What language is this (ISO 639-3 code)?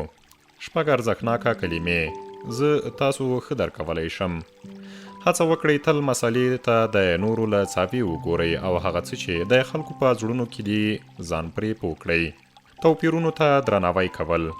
pus